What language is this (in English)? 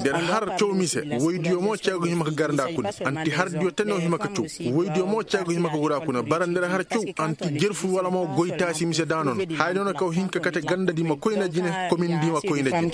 Koyraboro Senni